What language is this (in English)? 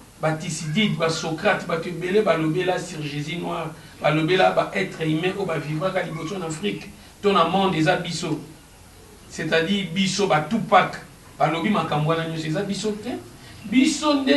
Lingala